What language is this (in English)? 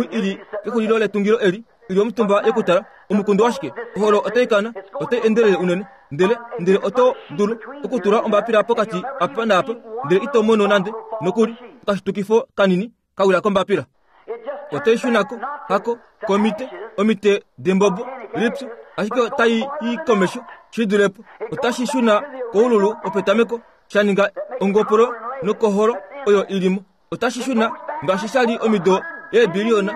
Kuanyama